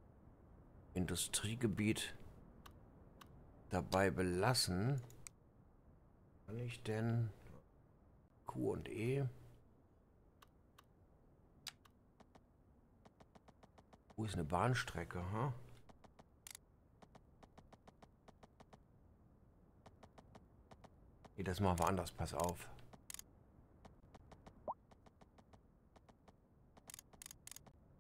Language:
German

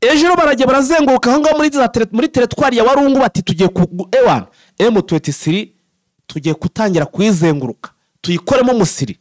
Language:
Kinyarwanda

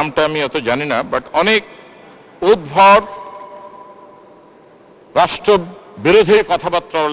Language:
Bangla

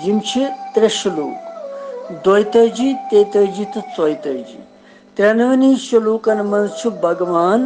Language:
Kashmiri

